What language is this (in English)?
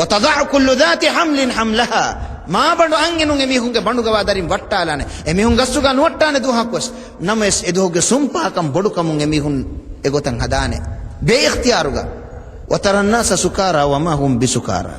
Divehi